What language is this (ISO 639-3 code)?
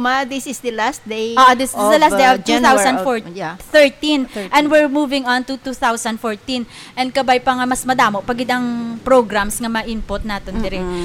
hil